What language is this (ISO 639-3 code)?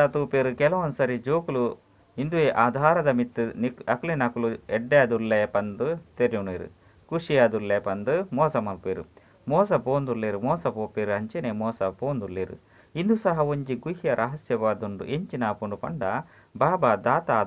tcy